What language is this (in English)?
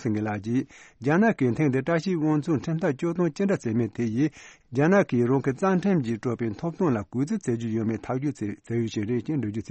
Tibetan